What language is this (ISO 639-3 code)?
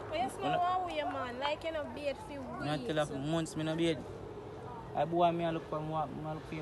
jam